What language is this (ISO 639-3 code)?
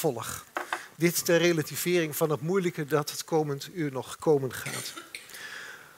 nld